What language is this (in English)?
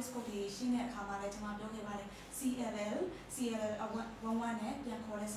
Burmese